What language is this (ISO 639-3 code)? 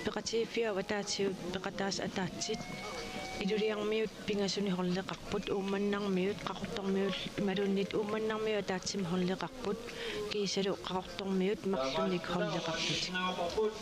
kal